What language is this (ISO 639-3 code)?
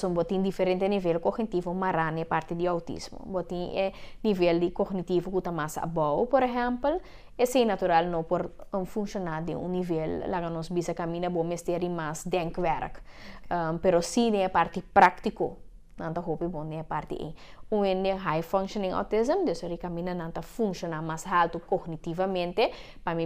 pap